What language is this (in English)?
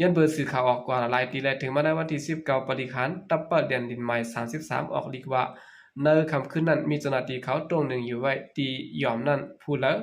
Shan